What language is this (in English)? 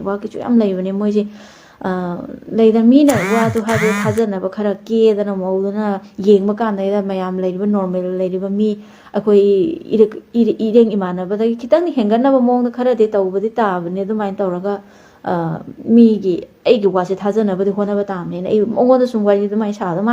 Manipuri